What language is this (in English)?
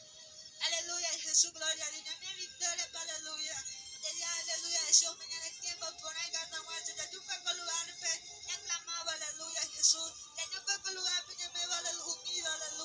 Guarani